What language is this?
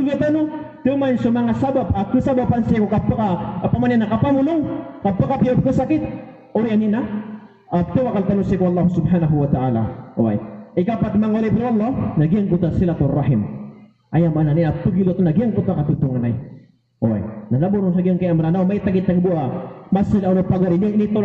Maranao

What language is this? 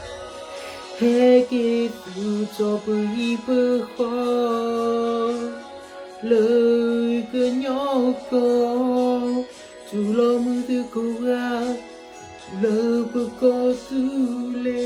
S'gaw Karen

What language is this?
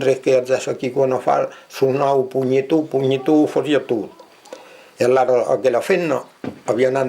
Occitan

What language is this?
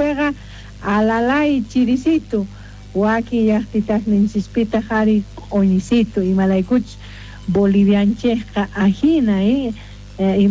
South Bolivian Quechua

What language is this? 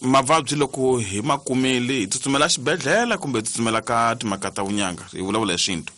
Tsonga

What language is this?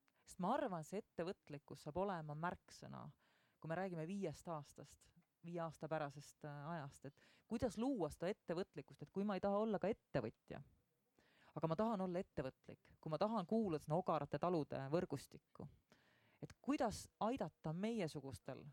Estonian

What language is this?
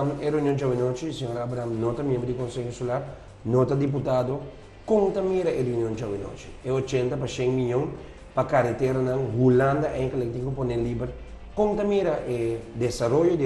Papiamento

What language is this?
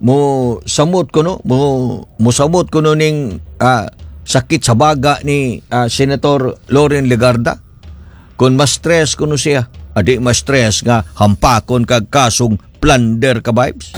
Cebuano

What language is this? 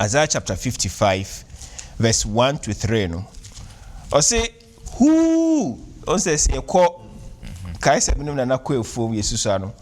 Akan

